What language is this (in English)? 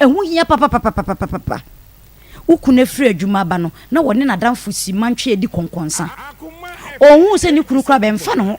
Akan